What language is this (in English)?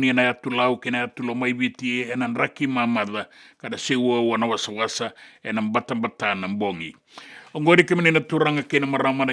Fijian